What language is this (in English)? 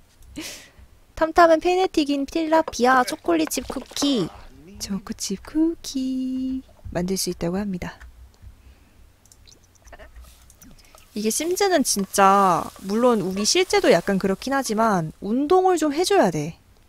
Korean